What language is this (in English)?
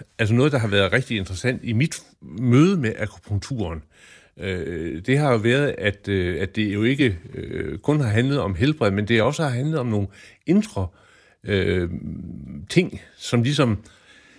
Danish